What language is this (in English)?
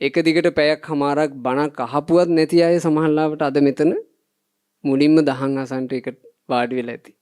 Sinhala